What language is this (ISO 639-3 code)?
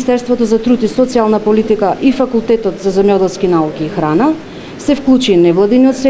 mkd